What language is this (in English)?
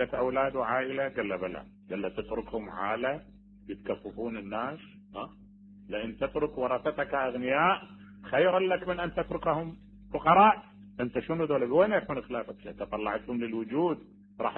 Mesopotamian Arabic